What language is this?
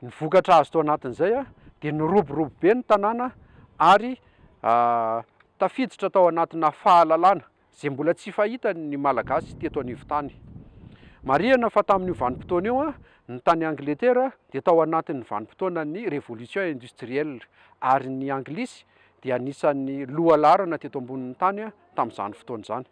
Malagasy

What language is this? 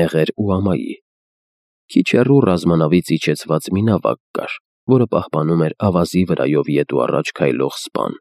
Armenian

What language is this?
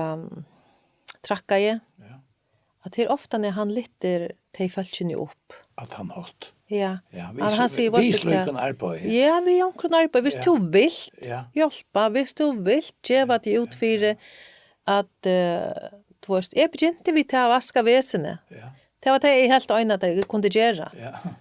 Faroese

